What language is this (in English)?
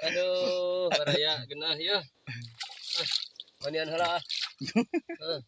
Sundanese